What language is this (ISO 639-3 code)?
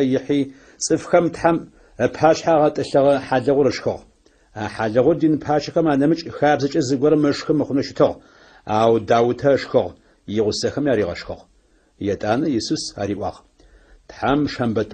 ady